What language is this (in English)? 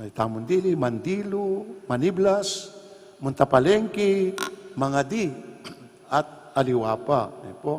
Pampanga